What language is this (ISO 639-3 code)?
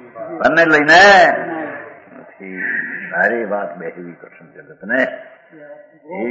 guj